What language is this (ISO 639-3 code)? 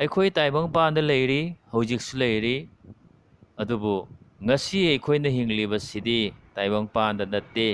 mni